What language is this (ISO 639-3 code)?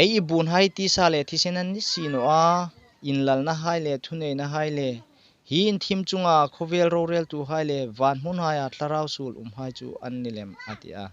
hmr